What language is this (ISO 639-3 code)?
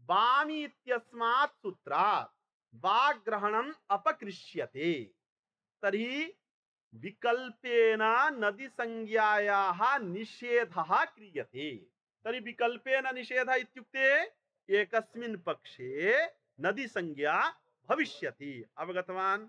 san